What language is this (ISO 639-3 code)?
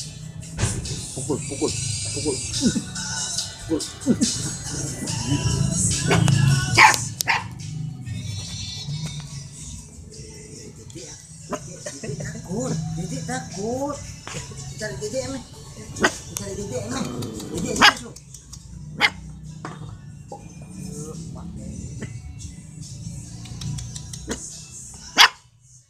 ind